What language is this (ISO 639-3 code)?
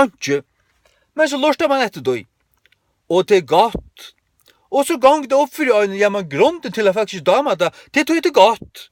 fao